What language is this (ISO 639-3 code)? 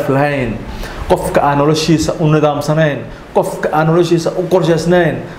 som